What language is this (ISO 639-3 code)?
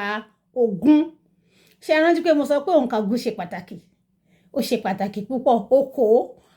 yor